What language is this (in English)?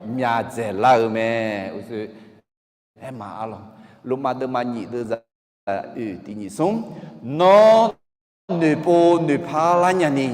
Akha